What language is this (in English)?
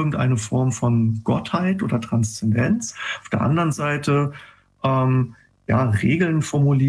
German